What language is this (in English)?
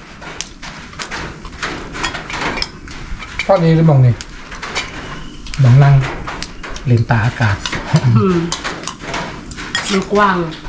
Thai